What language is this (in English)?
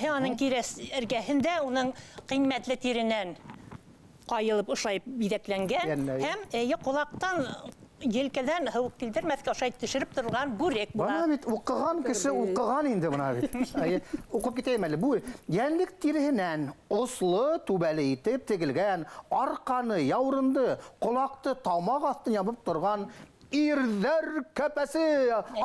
Bashkir